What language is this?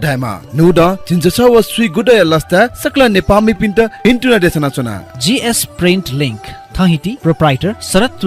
Newari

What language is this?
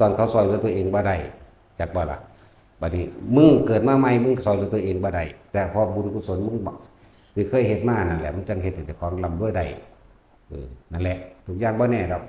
Northeastern Thai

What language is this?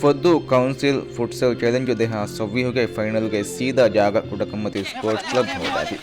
Divehi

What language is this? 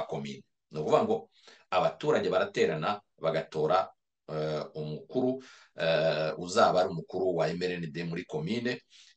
Kinyarwanda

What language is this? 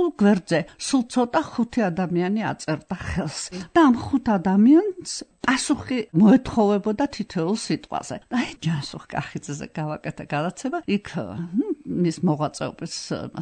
Georgian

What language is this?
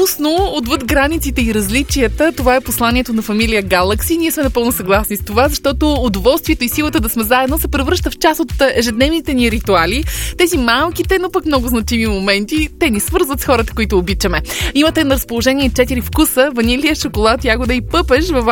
Bulgarian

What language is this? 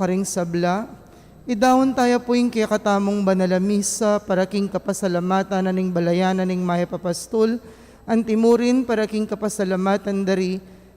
Pampanga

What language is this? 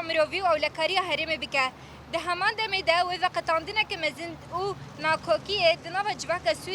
Kurdish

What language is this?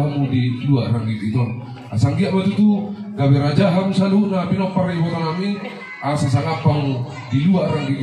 Batak Toba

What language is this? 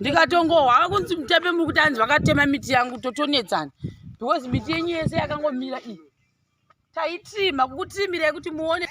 Shona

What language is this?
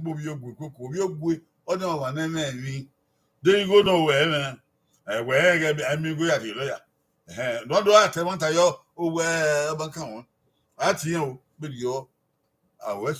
Bini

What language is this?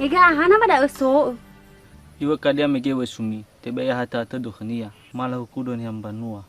Nias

